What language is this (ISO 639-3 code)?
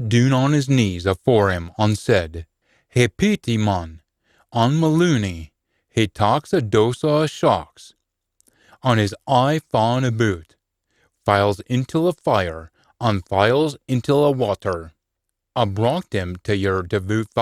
sco